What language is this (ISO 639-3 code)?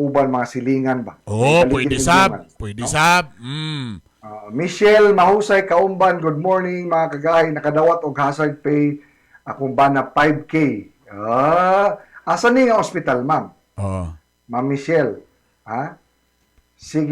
ceb